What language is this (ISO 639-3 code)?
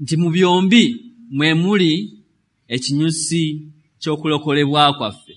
lug